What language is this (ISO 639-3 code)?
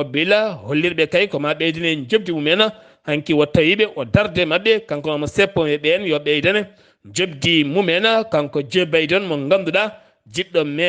ful